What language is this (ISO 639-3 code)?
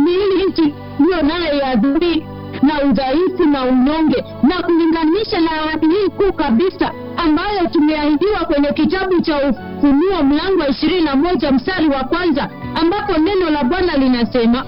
swa